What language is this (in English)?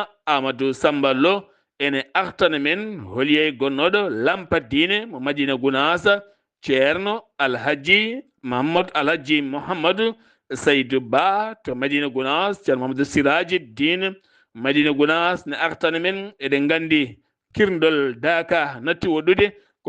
Fula